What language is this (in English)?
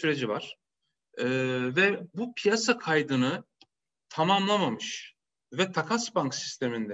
Turkish